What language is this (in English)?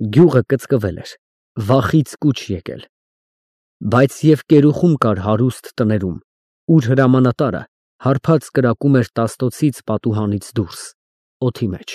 Armenian